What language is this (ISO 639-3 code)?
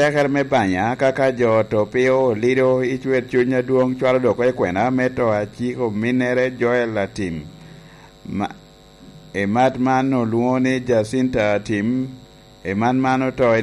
laj